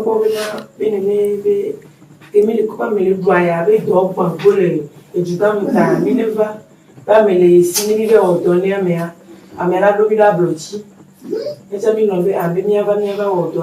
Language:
Ewe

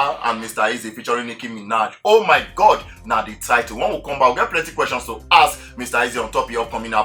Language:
Nigerian Pidgin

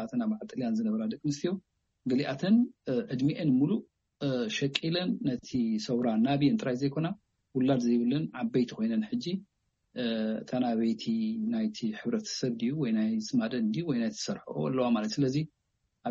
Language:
Tigrinya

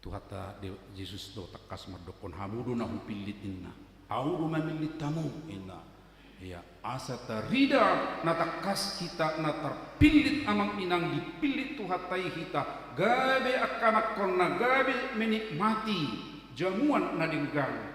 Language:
Batak Toba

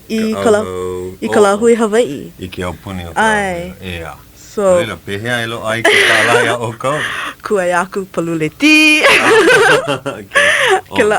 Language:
Hawaiian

